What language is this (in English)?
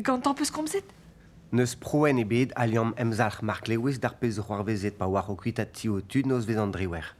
Breton